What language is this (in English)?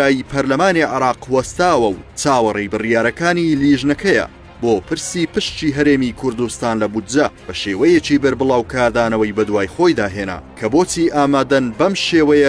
Central Kurdish